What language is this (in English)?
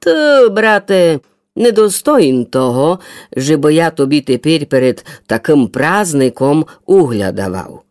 Rusyn